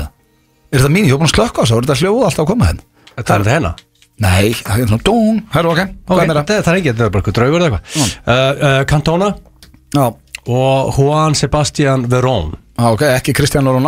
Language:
Icelandic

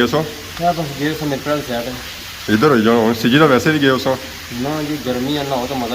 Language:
Pahari-Potwari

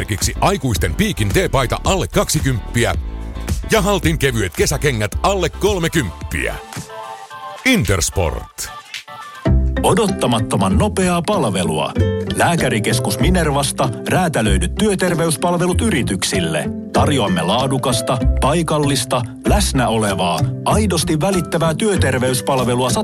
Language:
Finnish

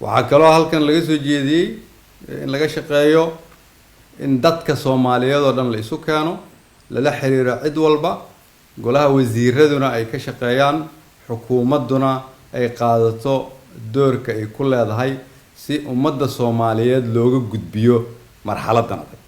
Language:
Somali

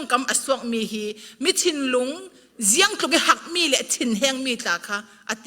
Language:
Falam Chin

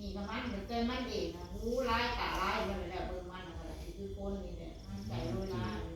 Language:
Northeastern Thai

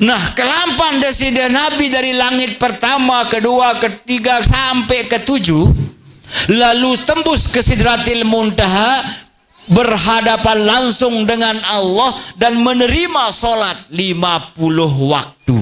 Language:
Sasak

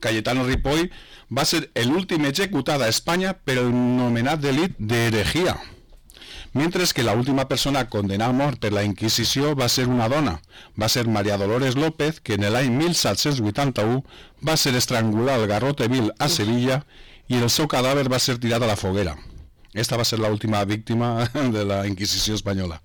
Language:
Catalan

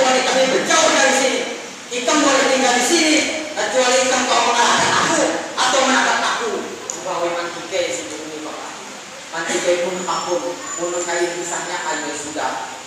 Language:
Banjar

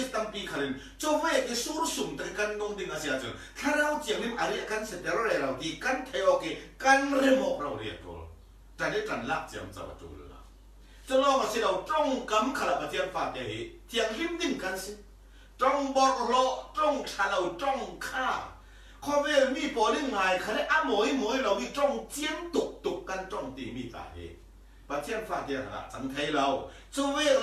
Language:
Falam Chin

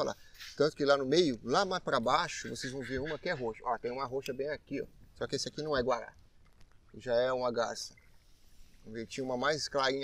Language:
Portuguese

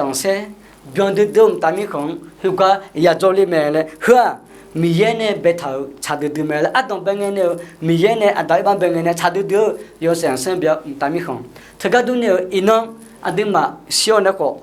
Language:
Akha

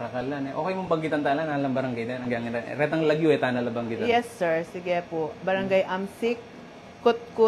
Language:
Pampanga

